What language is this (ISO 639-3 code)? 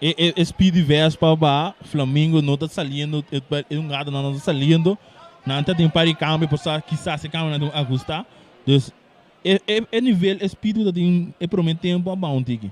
pap